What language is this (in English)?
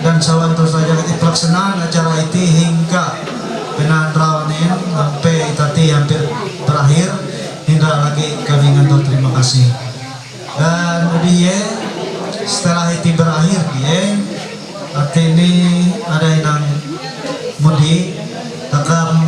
Ma'anyan